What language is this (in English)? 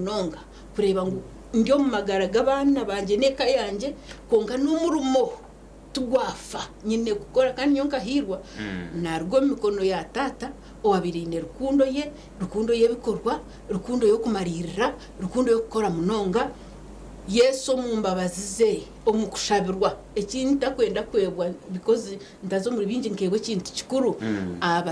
Nyankole